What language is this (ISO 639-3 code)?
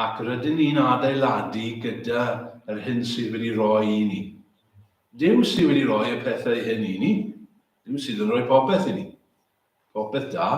cym